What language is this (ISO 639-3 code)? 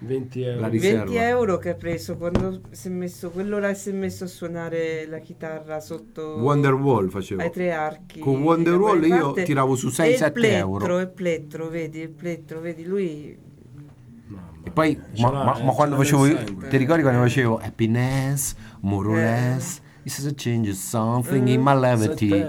ita